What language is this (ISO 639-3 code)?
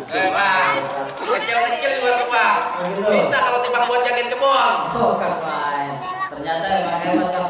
bew